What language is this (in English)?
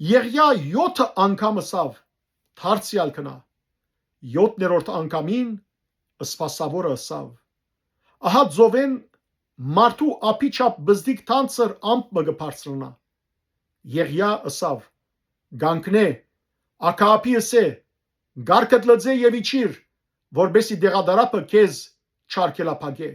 Western Armenian